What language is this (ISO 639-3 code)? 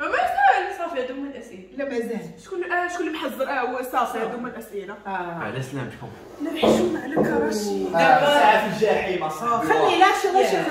ary